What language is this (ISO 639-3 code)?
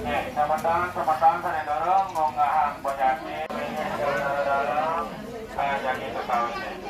ban